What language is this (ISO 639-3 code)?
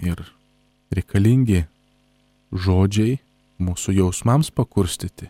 lit